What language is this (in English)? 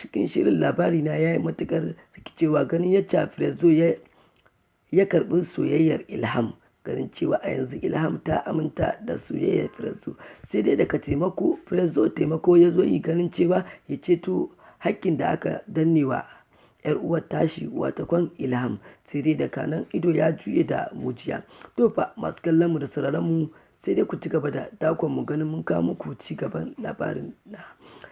Hausa